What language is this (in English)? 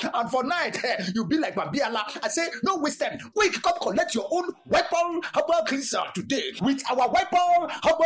Nigerian Pidgin